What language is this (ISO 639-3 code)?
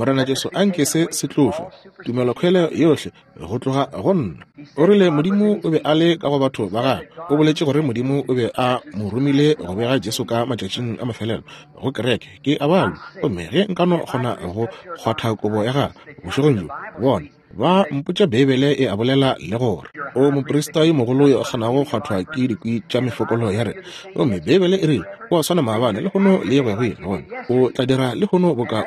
nso